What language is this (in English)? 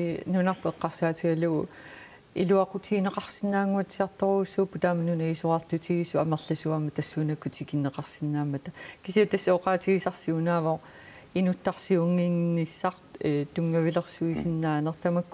Kalaallisut